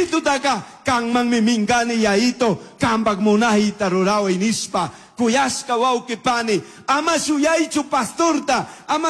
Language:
Chimborazo Highland Quichua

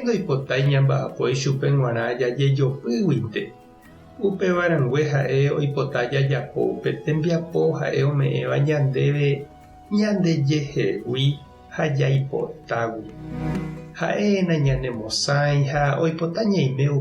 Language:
Guarani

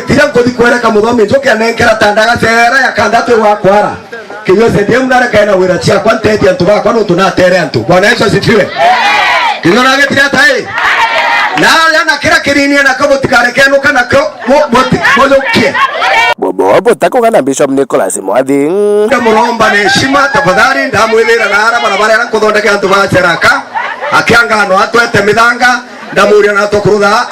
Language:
Meru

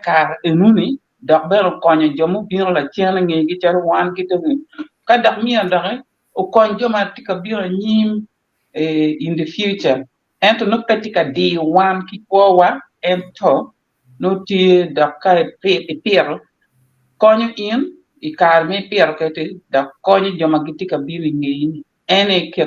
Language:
Acoli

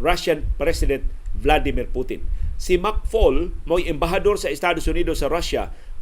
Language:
Cebuano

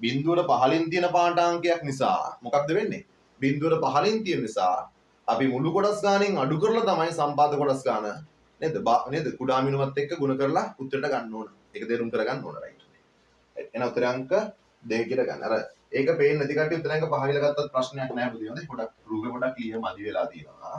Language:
Sinhala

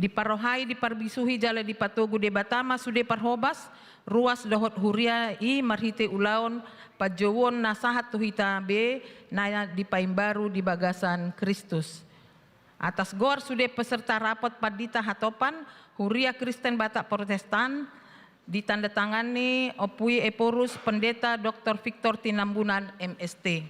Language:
Batak Toba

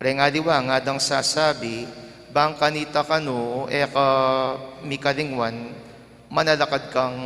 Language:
Pampanga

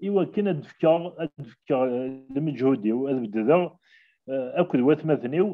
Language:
Kabyle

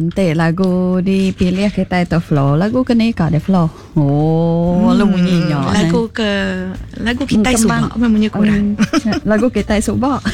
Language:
Iban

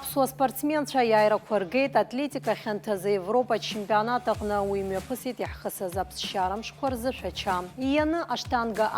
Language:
Abkhazian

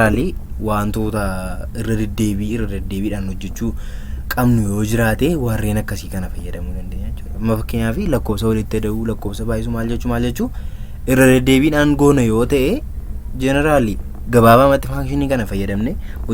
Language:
Oromo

